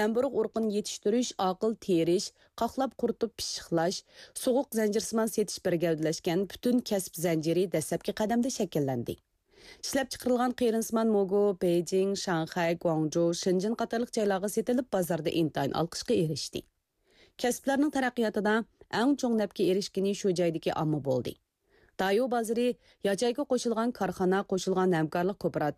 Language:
Uyghur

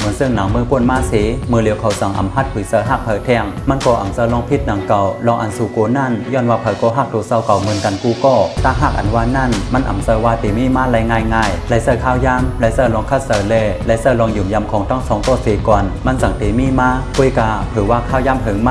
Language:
Shan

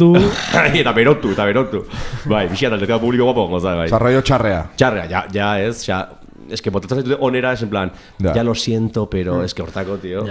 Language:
Basque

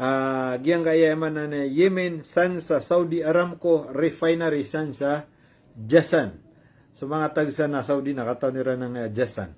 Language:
Maranao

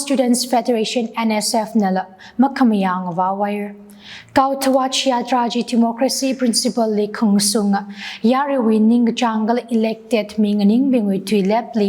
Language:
Tangkhul Naga (India)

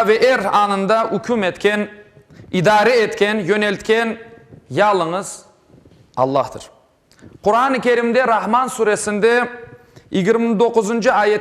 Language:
Crimean Tatar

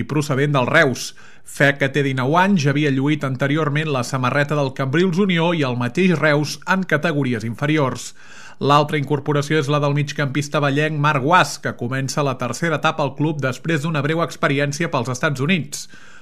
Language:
Catalan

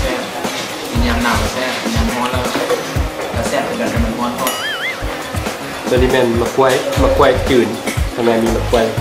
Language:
Lao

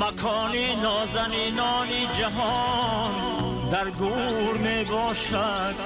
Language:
Tajik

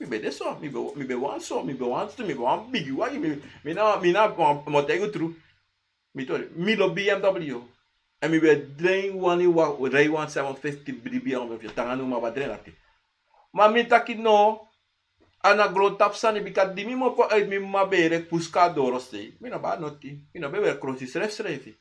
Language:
Sranan Tongo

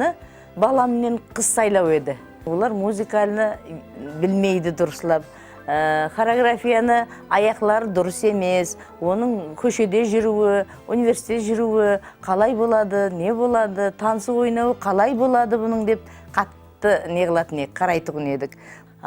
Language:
Kara-Kalpak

